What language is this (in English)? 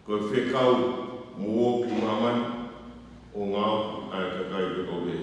Tongan